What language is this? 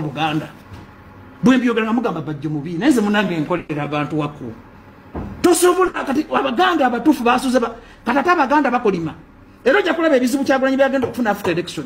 Ganda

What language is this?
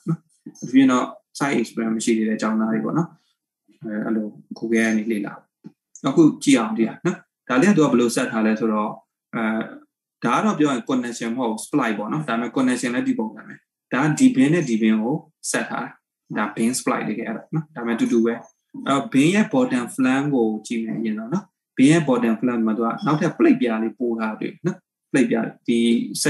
Burmese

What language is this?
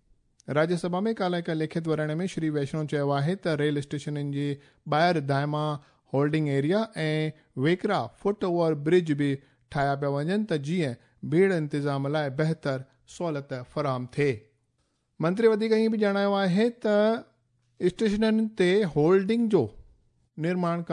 Sindhi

